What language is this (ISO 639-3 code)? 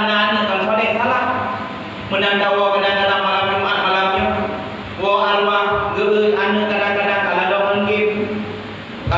ace